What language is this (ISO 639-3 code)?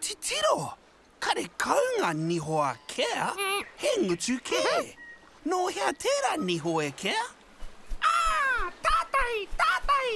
mri